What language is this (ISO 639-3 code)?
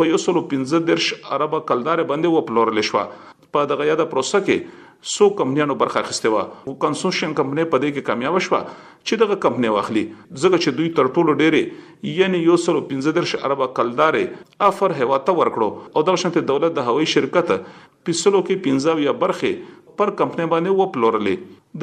pus